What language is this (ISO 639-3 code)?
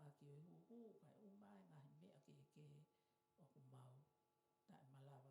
ton